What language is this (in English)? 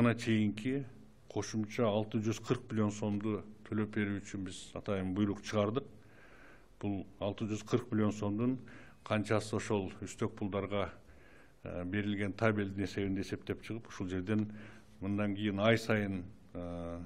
Kyrgyz